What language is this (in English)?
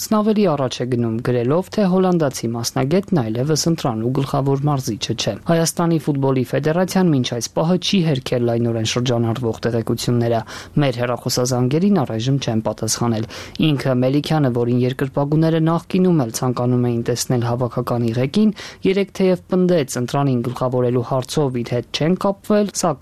Armenian